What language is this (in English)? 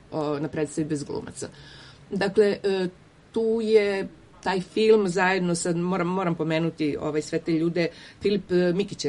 Serbian